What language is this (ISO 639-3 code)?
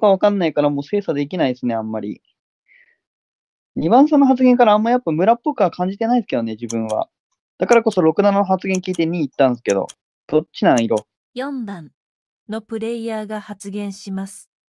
jpn